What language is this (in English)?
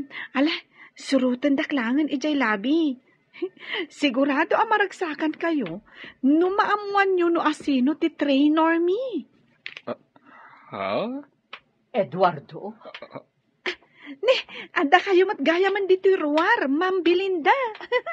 Iloko